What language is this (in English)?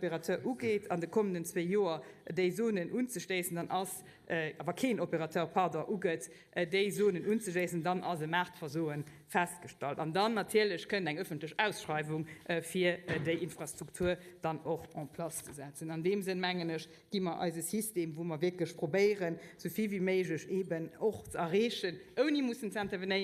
Luxembourgish